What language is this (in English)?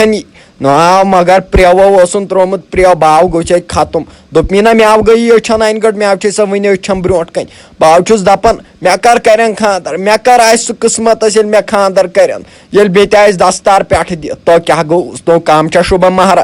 Kashmiri